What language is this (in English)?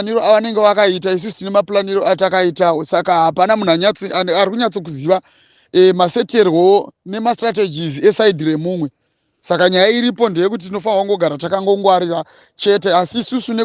Shona